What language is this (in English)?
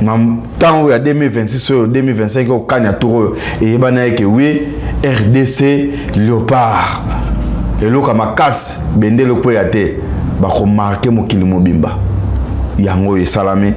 Lingala